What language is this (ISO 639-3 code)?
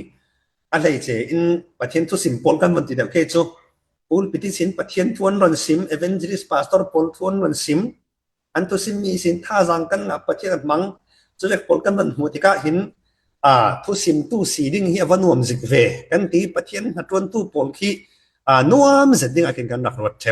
cfm